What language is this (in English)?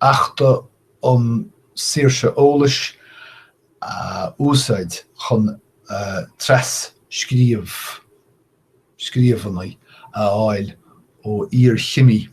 Irish